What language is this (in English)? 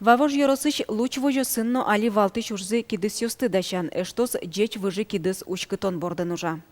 Udmurt